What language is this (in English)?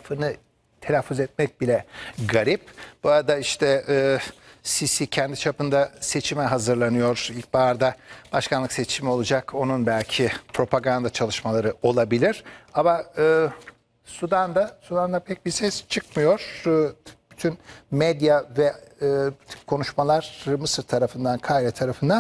Turkish